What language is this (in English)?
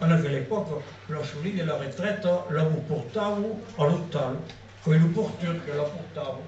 Occitan